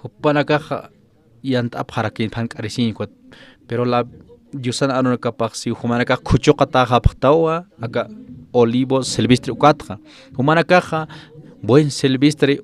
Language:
Aymara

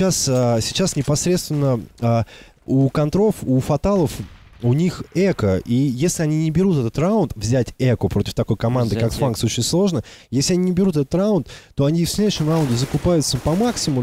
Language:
Russian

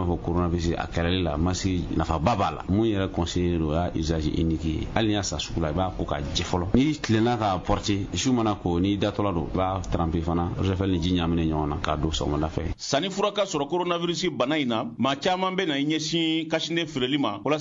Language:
Bambara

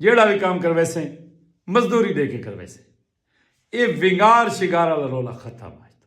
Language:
Saraiki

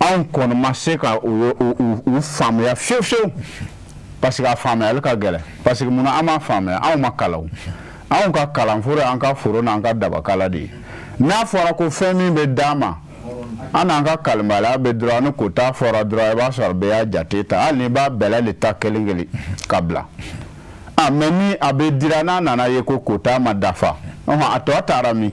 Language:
Bambara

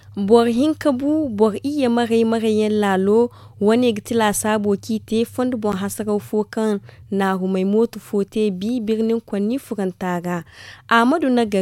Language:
Zarma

